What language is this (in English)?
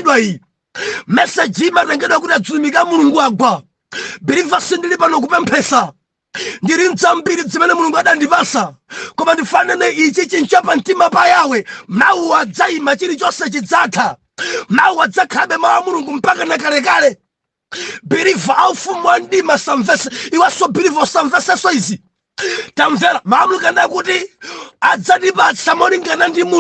Nyanja